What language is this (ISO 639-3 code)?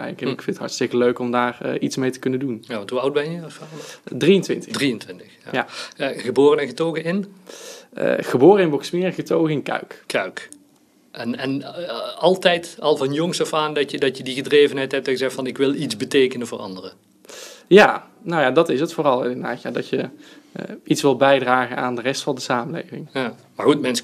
nld